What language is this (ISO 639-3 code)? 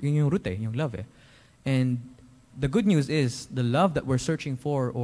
fil